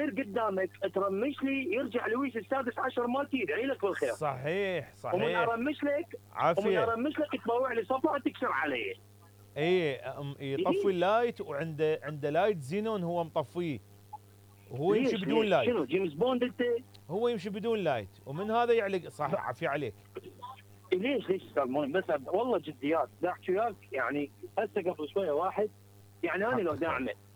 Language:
Mesopotamian Arabic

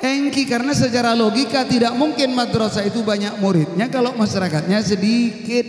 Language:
Madurese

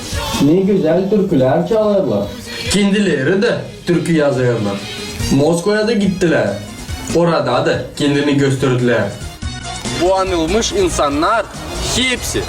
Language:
Gagauz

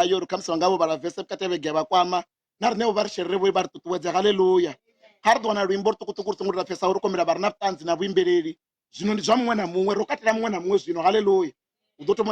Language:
Venda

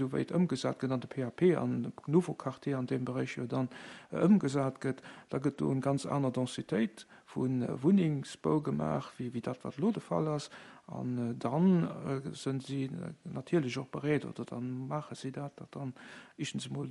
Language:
Luxembourgish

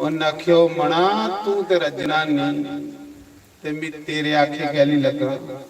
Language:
Dogri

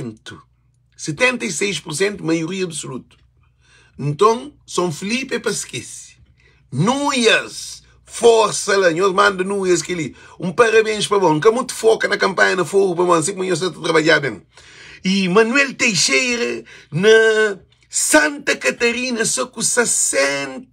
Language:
Kabuverdianu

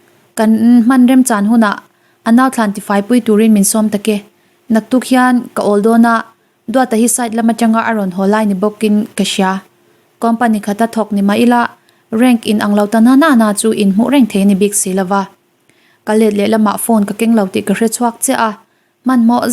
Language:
Mizo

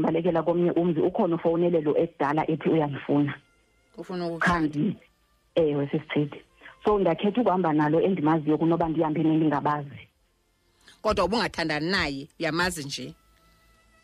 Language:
Xhosa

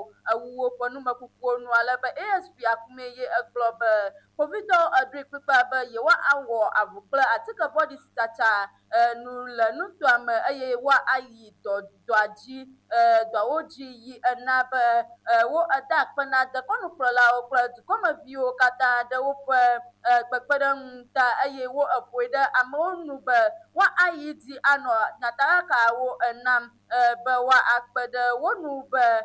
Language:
Ewe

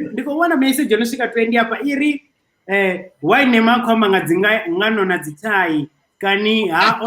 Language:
Venda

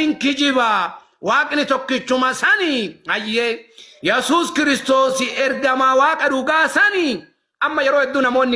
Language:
Oromo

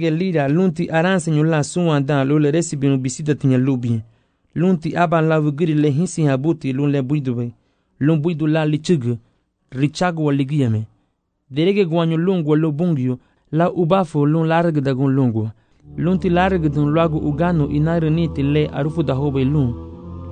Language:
Garifuna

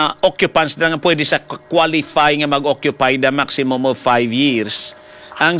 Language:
Hiligaynon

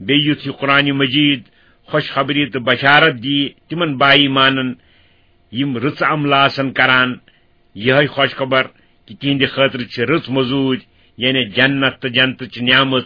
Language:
Kashmiri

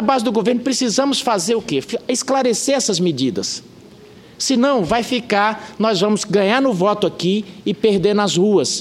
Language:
Portuguese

